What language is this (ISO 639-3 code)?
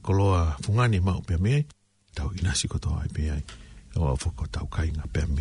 ton